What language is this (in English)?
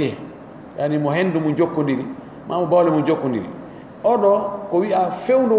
Pular